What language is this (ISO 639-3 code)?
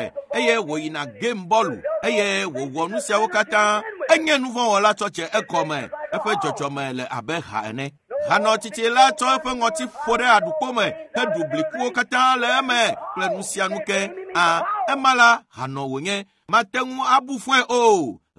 ewe